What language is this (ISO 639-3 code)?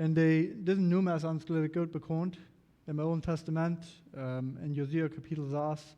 pdt